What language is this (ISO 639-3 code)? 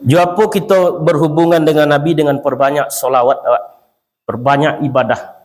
min